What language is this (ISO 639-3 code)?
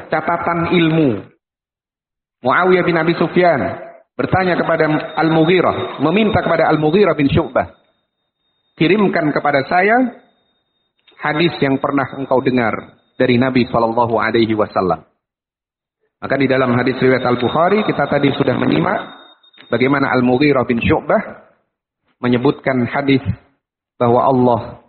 ind